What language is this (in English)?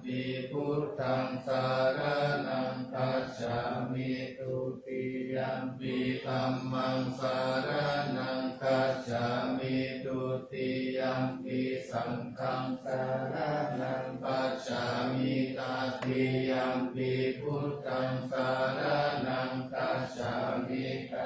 Pali